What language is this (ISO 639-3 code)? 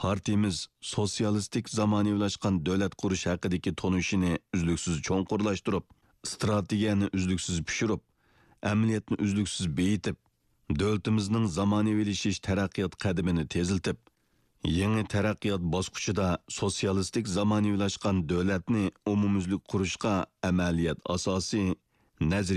uig